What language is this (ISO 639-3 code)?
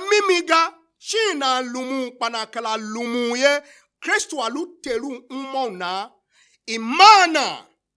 tiv